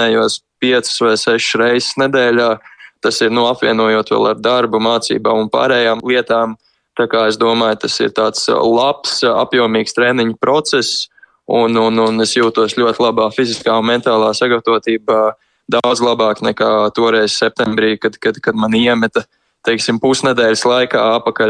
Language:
Latvian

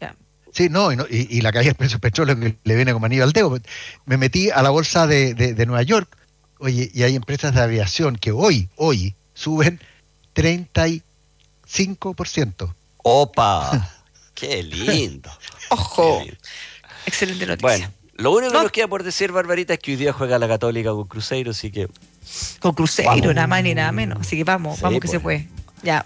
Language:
Spanish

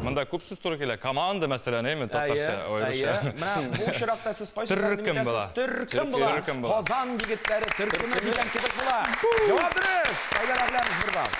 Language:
Tatar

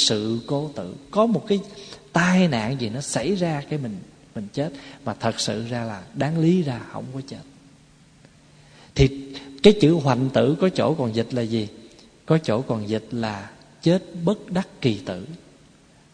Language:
Vietnamese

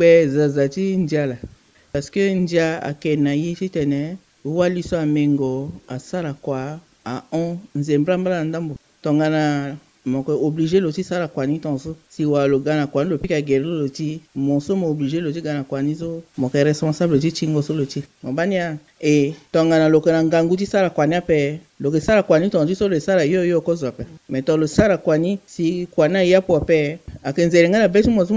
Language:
Sango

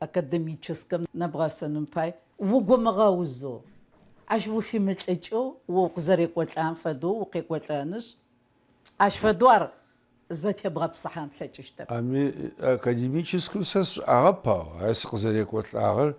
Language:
Adyghe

